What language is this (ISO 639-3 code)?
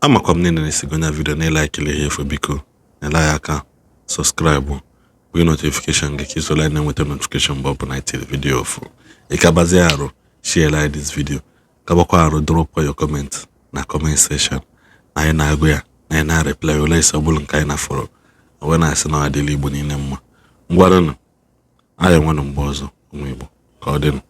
ibo